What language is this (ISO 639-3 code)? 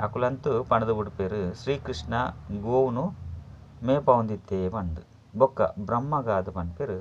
tcy